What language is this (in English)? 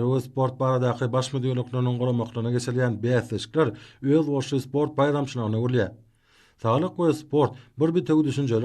Turkmen